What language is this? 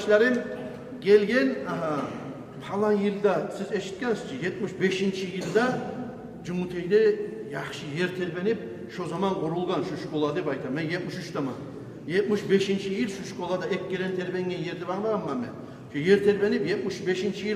Kumyk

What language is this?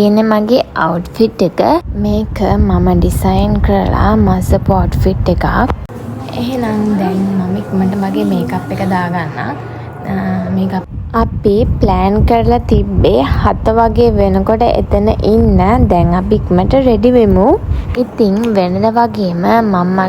Sinhala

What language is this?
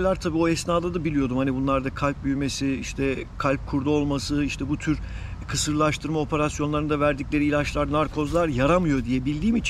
Turkish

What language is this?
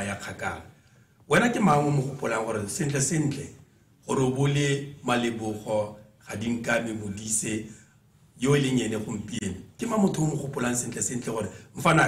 Tswana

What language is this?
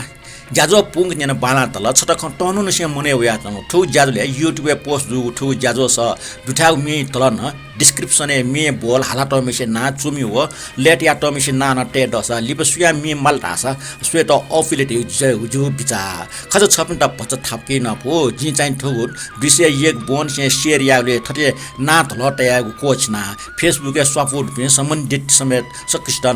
Newari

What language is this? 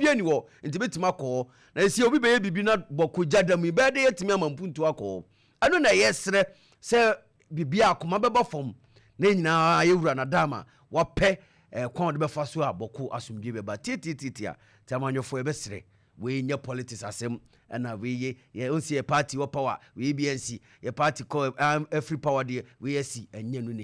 Akan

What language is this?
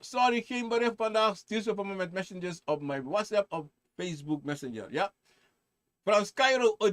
Sranan Tongo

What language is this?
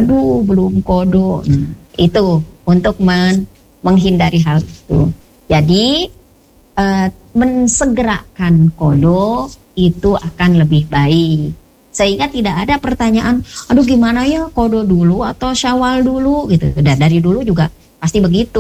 Indonesian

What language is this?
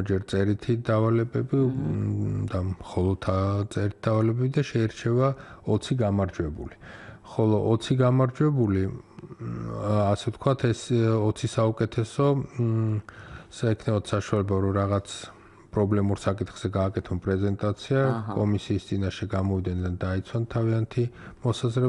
Georgian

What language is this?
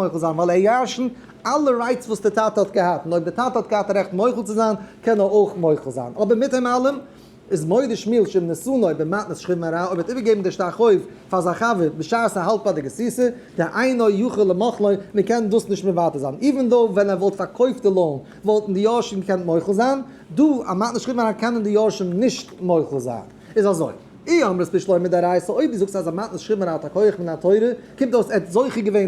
Yiddish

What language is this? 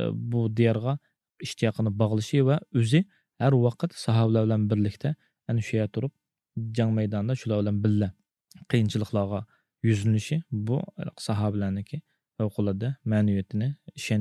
Uyghur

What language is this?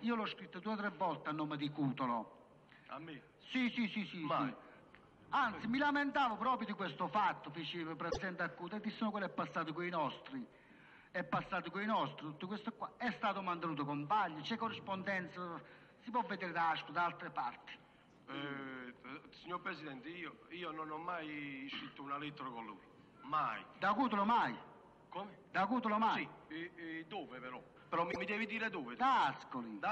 Italian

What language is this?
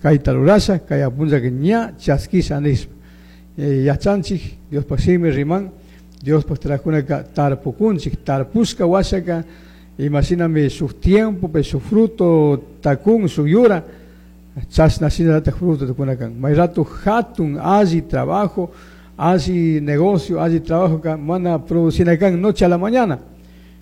Chimborazo Highland Quichua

